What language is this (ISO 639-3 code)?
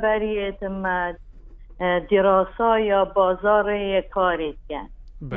kur